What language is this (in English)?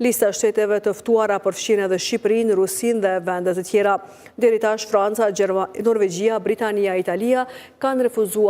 Albanian